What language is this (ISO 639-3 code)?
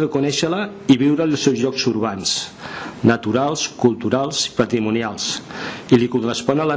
cat